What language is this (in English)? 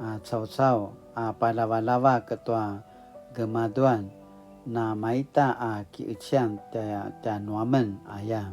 Paiwan